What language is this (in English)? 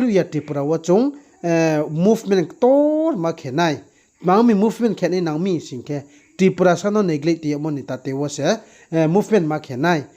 Riang (India)